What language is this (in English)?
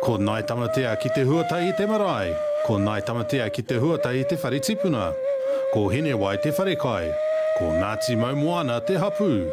Māori